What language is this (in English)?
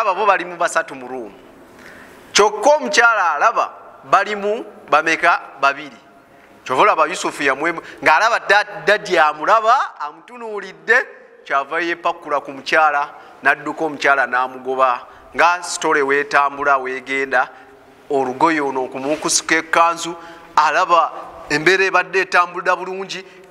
Ganda